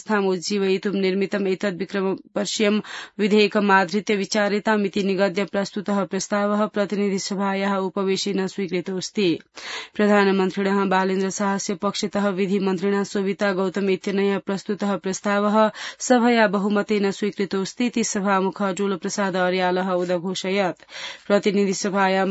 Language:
Sanskrit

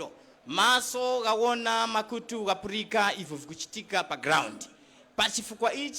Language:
Tumbuka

